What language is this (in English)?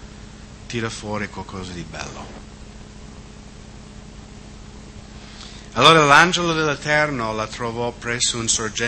Italian